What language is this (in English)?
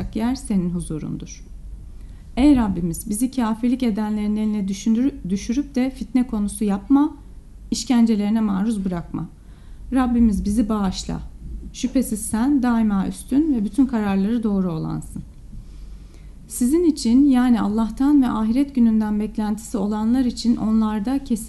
Turkish